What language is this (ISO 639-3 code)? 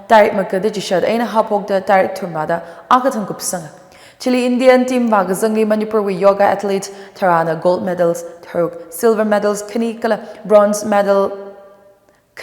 nmf